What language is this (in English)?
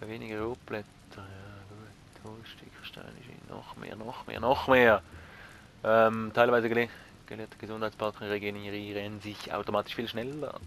Swiss German